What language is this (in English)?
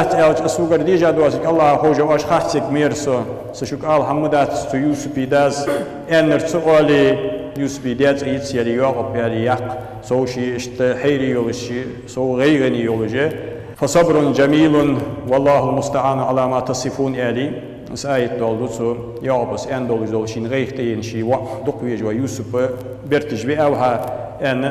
Ingush